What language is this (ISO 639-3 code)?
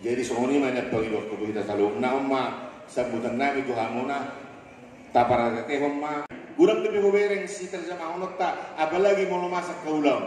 bbc